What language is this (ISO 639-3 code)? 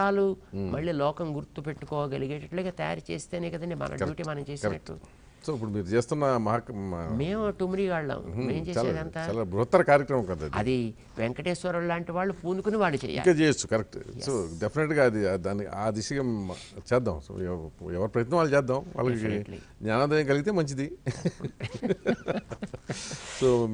tel